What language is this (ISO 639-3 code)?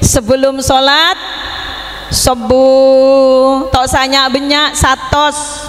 mad